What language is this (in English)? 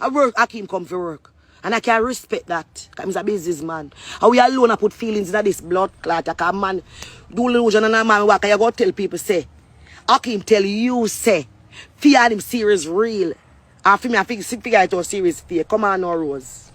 Jamaican Creole English